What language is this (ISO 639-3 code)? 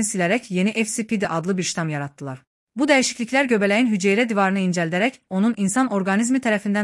aze